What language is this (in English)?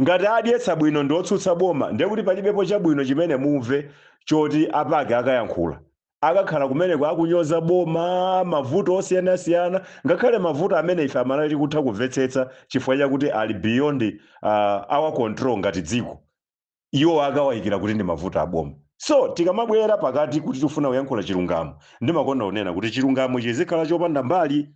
Nyanja